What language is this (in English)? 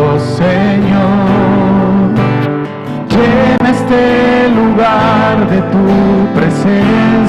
South Bolivian Quechua